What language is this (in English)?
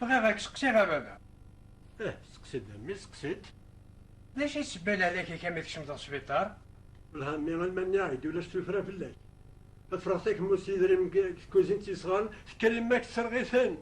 Kabyle